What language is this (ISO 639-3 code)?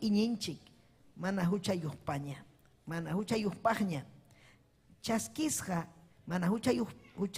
quy